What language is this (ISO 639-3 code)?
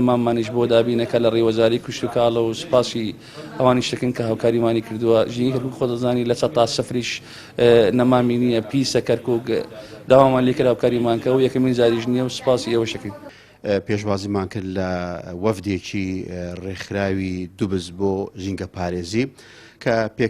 ckb